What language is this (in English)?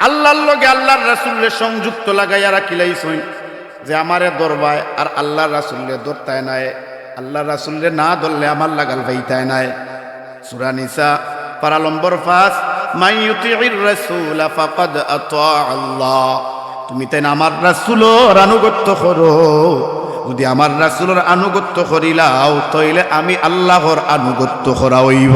Sylheti